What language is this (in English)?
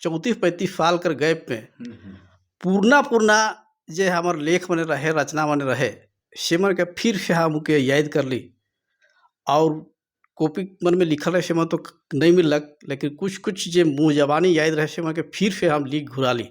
Sadri